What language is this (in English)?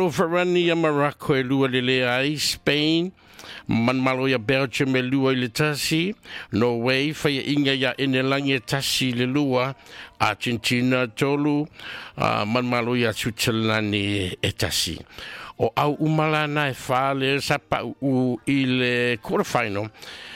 Samoan